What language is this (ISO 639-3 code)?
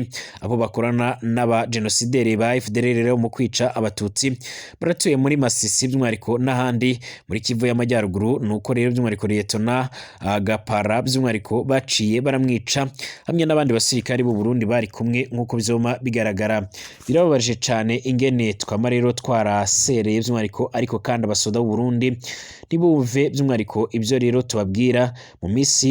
run